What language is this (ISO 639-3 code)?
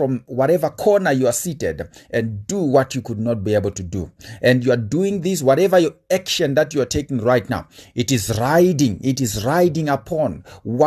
eng